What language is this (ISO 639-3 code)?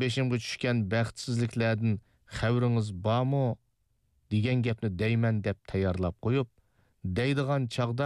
uig